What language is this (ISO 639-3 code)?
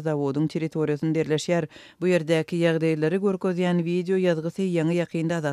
tuk